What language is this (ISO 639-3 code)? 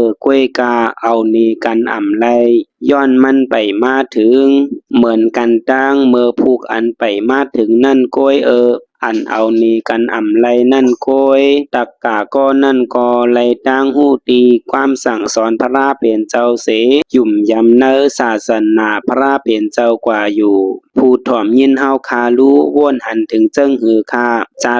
shn